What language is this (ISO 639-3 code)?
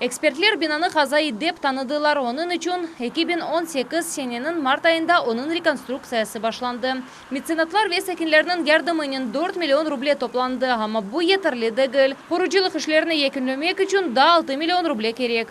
crh